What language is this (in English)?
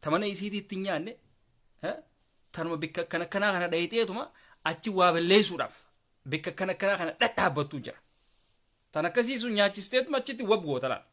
Oromo